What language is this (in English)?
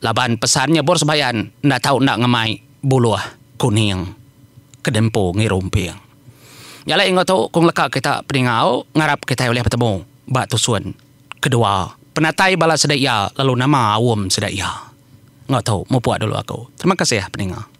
Iban